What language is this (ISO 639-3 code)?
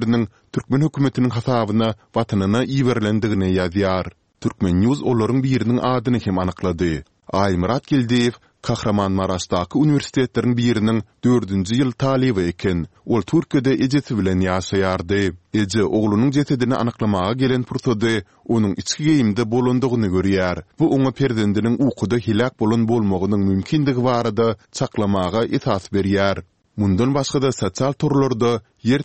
tuk